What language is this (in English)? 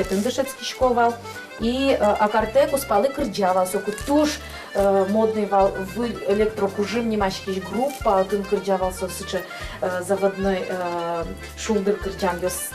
Udmurt